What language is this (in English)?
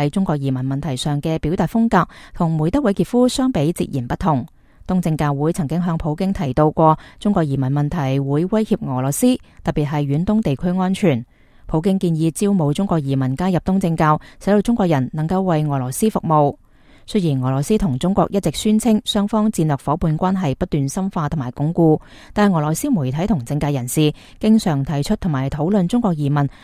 Cantonese